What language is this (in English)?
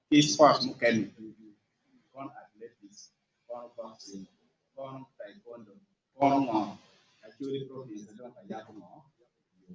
Acoli